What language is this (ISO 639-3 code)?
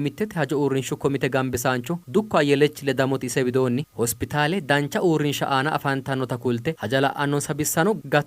sid